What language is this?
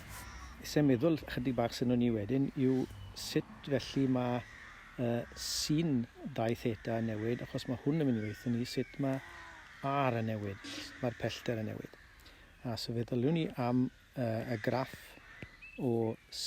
Welsh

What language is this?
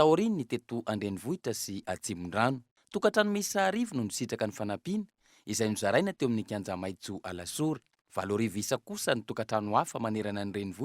Malagasy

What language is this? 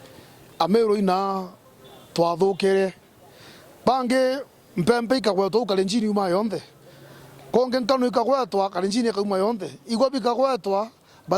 Meru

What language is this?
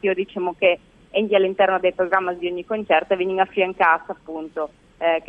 Friulian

